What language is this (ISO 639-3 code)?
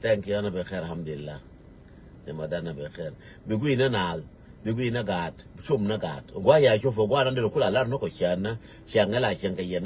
nus